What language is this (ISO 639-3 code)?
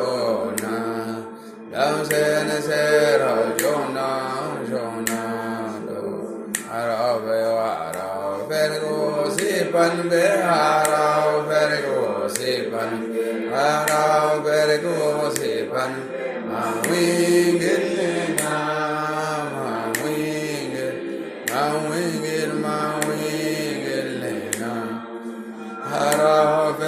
tui